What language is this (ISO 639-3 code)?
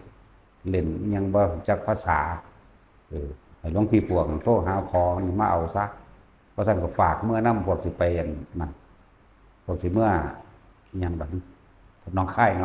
lao